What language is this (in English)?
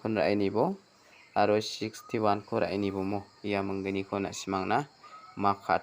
Garo